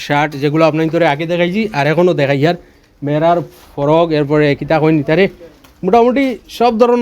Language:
Sylheti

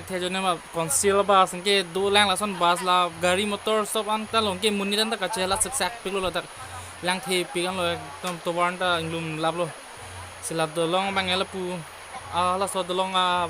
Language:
Karbi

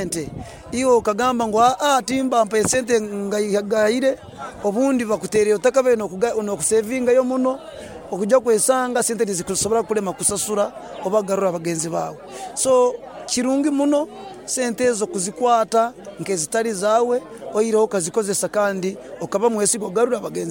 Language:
Nyoro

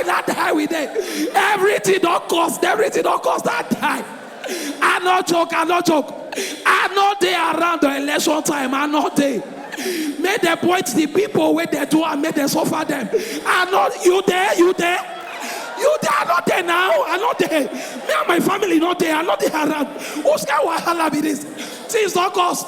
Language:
Nigerian Pidgin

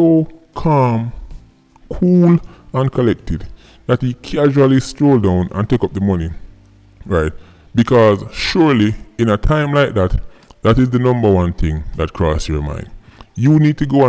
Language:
Jamaican Creole English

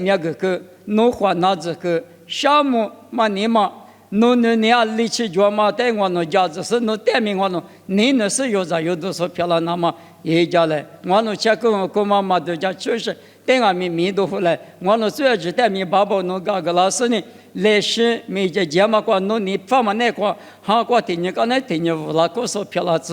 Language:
Lisu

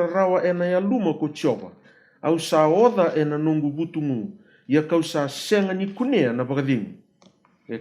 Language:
Fijian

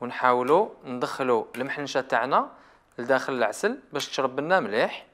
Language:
Algerian Arabic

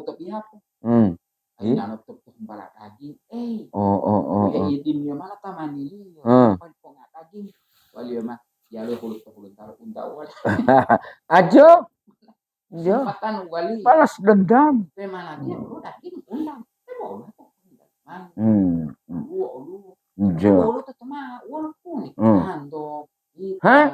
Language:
Gorontalo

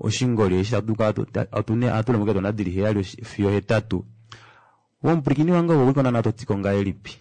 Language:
Kuanyama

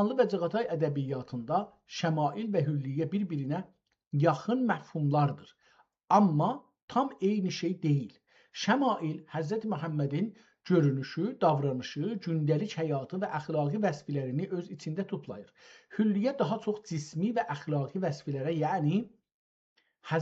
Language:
South Azerbaijani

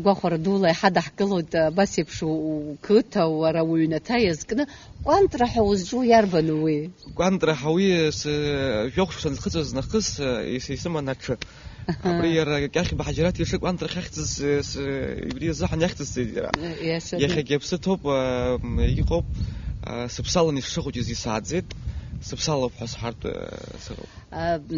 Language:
Abkhazian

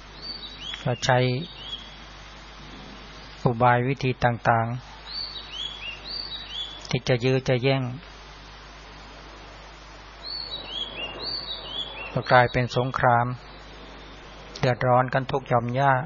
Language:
Thai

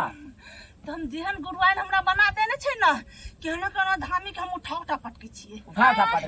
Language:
Maithili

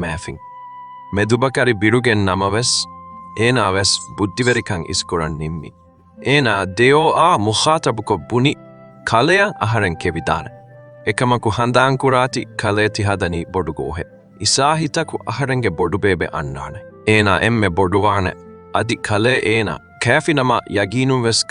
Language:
Divehi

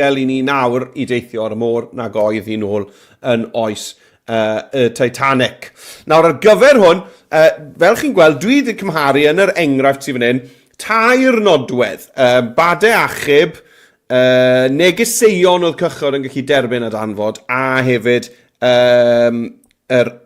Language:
Welsh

